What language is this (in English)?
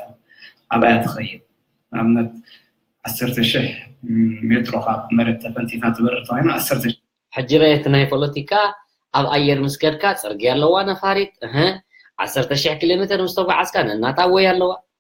Tigrinya